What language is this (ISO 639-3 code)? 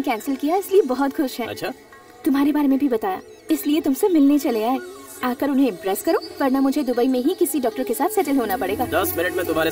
hin